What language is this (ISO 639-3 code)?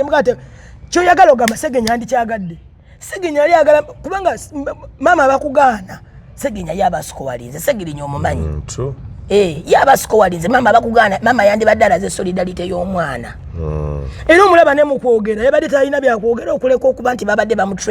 lug